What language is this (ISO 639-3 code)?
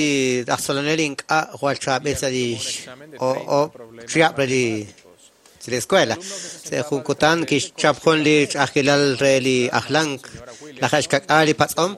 kek